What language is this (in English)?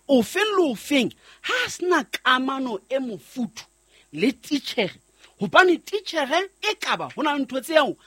Southern Sotho